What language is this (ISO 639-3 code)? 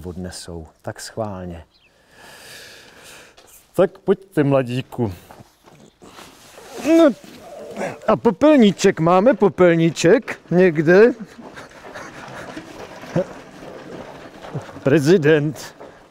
ces